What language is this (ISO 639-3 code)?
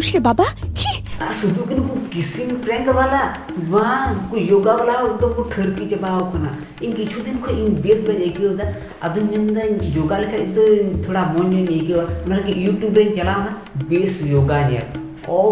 sat